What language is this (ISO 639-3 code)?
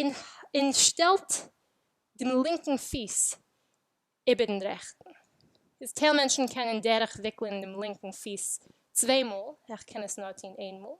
yid